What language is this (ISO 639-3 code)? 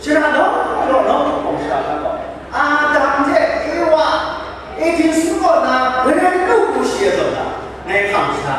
kac